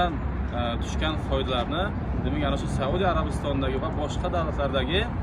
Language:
Uzbek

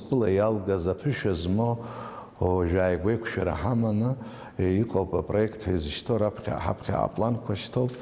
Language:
Abkhazian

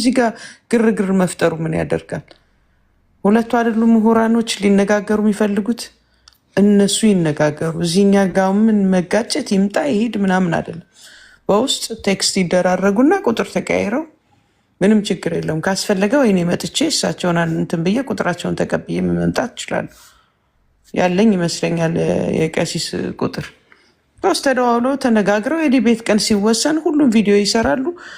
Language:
Amharic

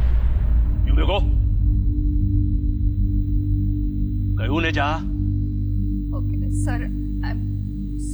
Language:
Gujarati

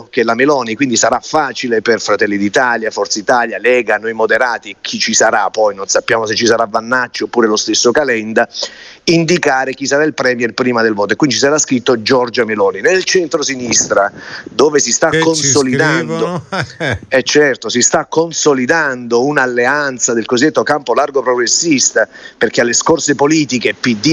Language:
Italian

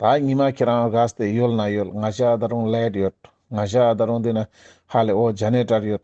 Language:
Ladakhi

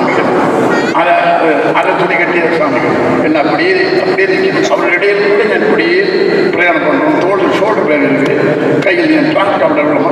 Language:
Tamil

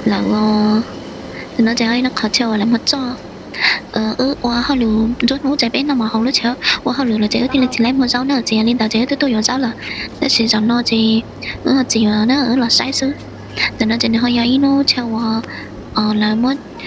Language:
Hmong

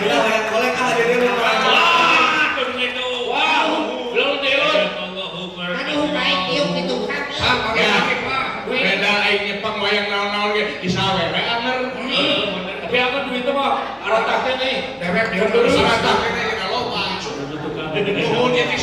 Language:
Sundanese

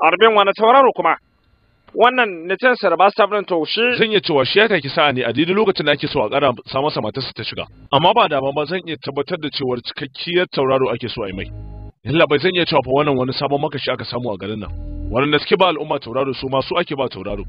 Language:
Hausa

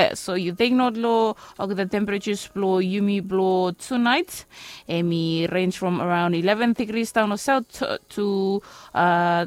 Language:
Bislama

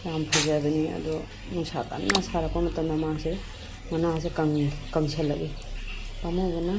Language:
Manipuri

